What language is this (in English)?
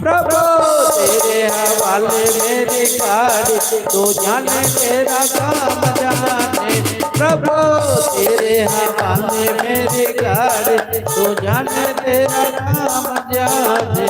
Dogri